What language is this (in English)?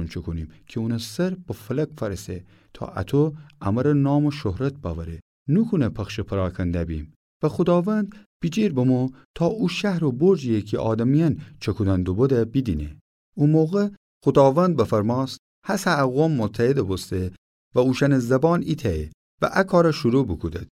Gilaki